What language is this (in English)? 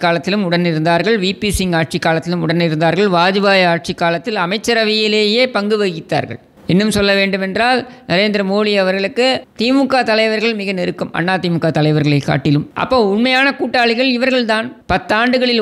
Tamil